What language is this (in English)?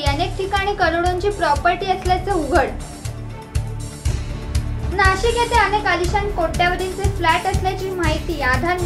Marathi